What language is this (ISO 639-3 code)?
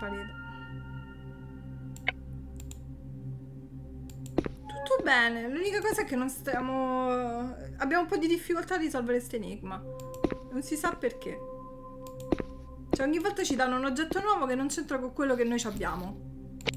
ita